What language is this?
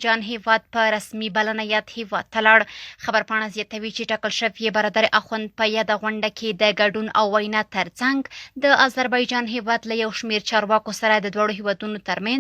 Pashto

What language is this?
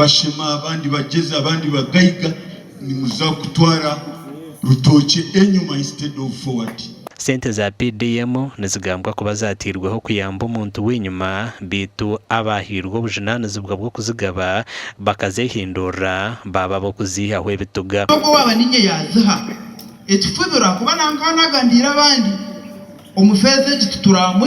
Nyankole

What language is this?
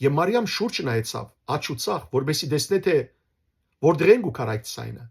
Western Armenian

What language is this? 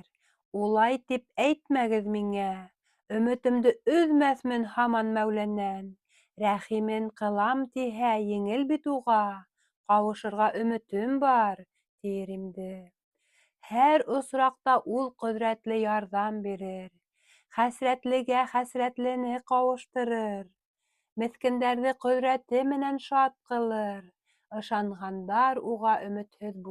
Bashkir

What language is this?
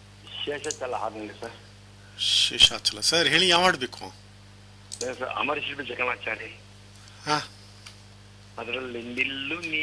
Kannada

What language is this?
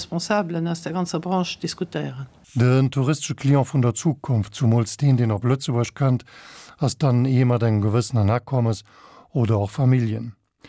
Luxembourgish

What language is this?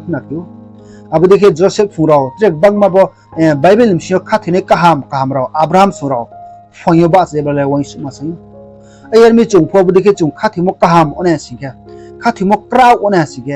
Riang (India)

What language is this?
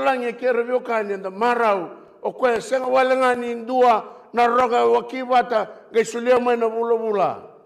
Fijian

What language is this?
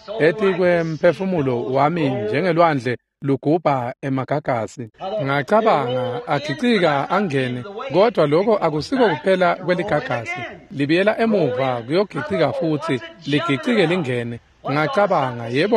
Swati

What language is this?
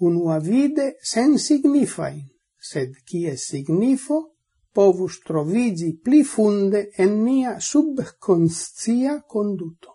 Esperanto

